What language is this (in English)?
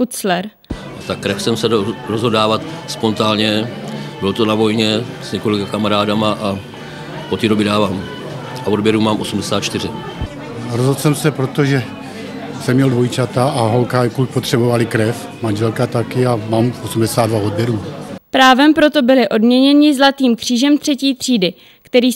Czech